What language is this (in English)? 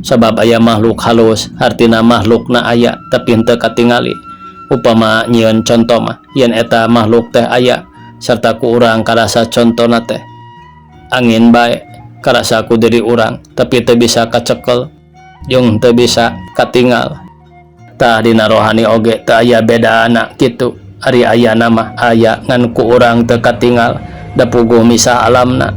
Sundanese